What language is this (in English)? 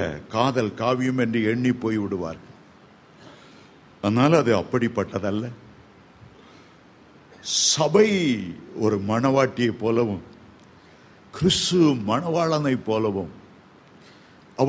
Tamil